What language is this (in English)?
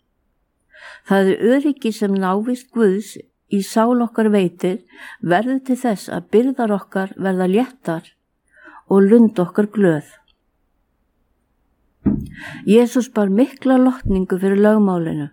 Icelandic